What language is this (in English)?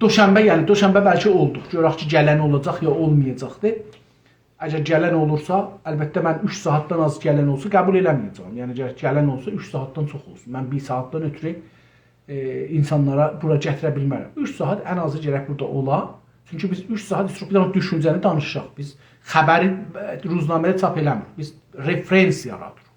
South Azerbaijani